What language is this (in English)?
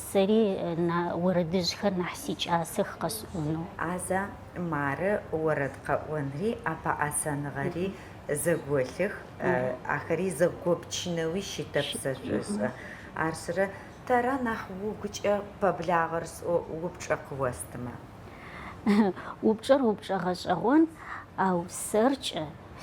Adyghe